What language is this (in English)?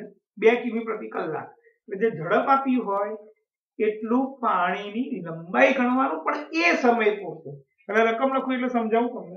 Gujarati